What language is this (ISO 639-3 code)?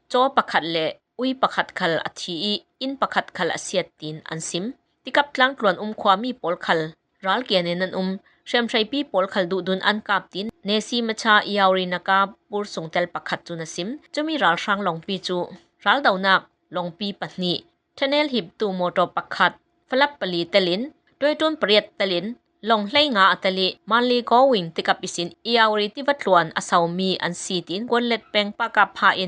cfm